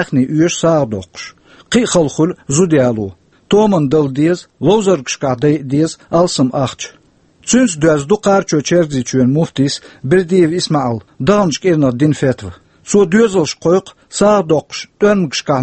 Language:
Chechen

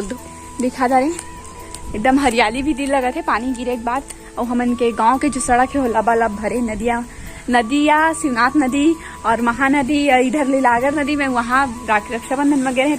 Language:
Chhattisgarhi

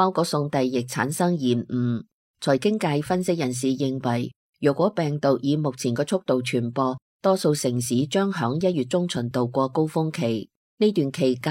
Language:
Cantonese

